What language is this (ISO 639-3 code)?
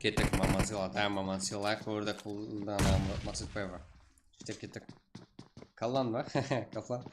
kaa